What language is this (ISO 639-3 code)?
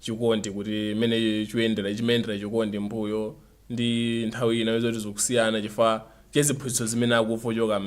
nya